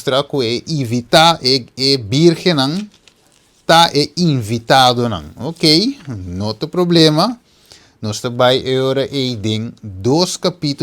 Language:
Papiamento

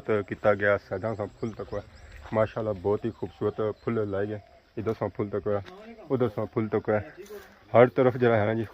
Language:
Pahari-Potwari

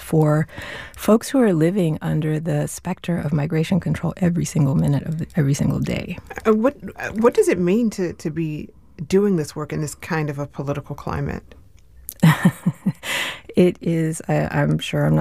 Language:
English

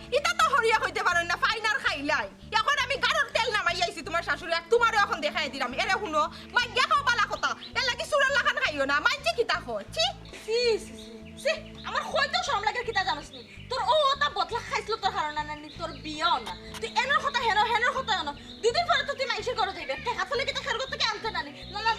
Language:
Sylheti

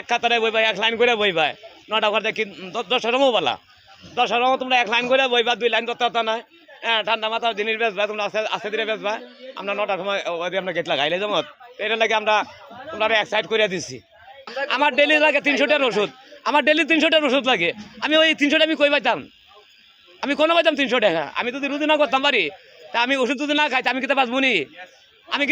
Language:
Sylheti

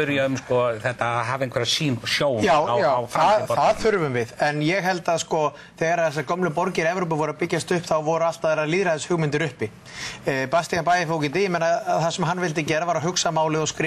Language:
Icelandic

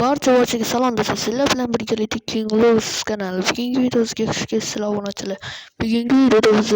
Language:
Uzbek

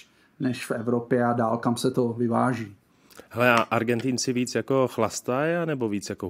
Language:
Czech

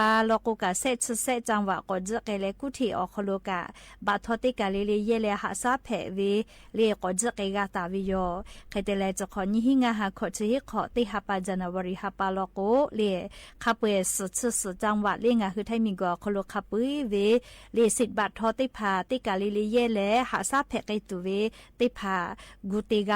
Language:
Lahu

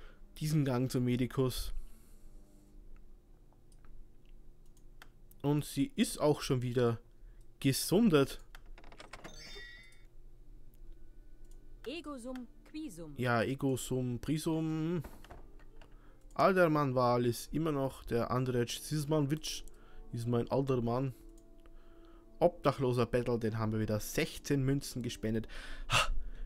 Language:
German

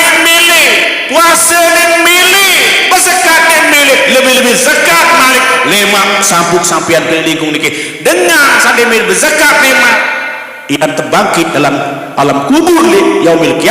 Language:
Sasak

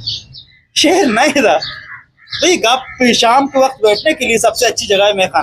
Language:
Eastern Balochi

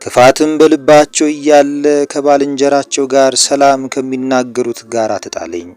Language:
Amharic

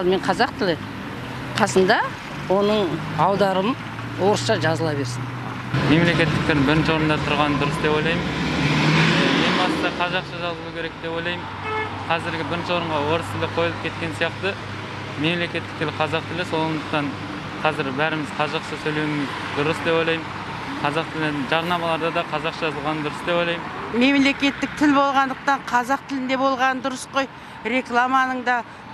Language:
Kazakh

